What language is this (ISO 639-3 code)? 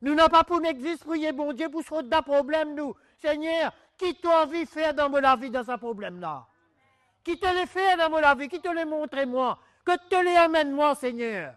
mfe